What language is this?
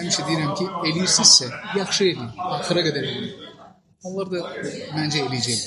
Azerbaijani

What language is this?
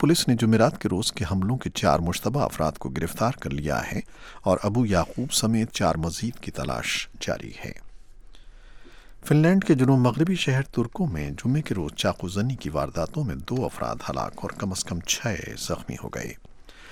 Urdu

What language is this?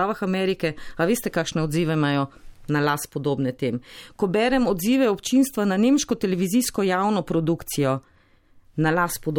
Slovenian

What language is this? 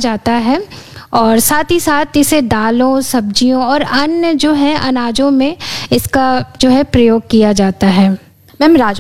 Hindi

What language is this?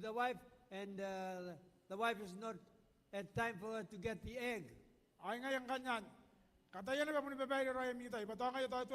Gilbertese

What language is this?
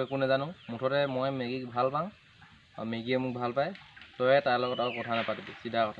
Assamese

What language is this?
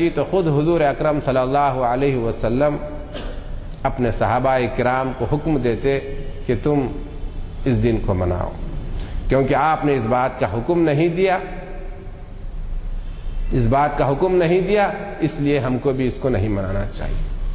Urdu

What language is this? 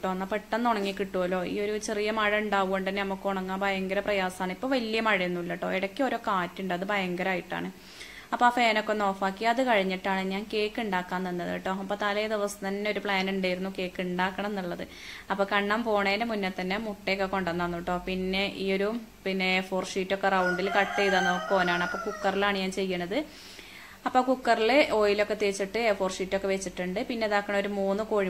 Malayalam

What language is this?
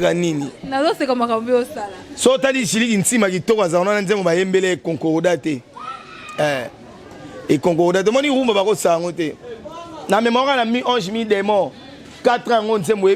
Lingala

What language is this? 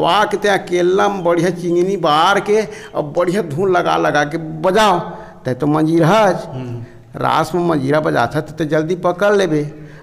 Chhattisgarhi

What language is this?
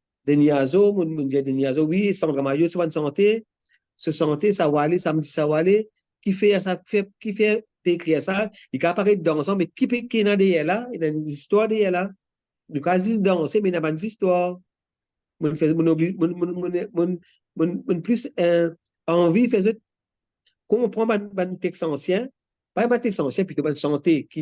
Morisyen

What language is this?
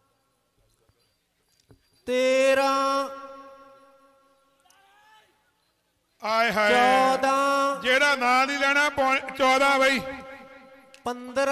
Punjabi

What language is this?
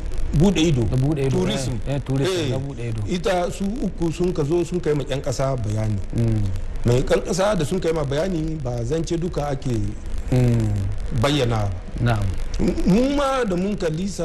Hausa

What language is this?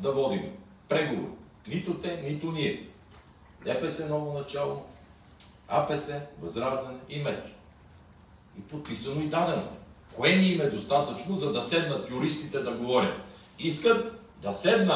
Bulgarian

